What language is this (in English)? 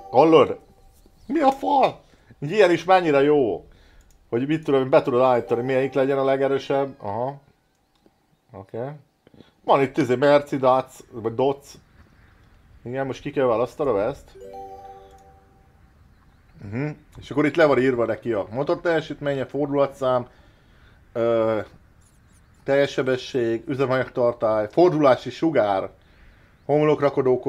Hungarian